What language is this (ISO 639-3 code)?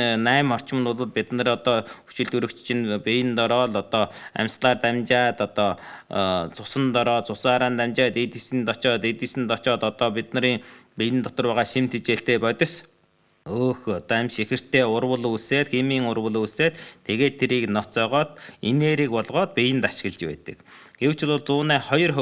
mon